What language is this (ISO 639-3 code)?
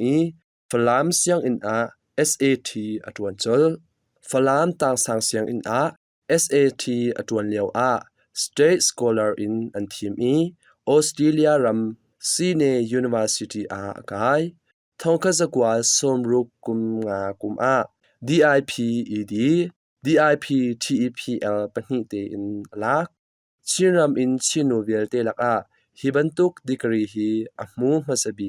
cnh